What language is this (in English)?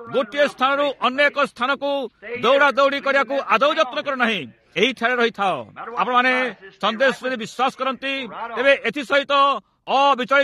Odia